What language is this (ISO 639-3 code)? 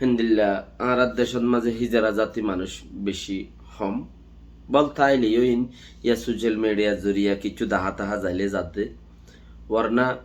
rhg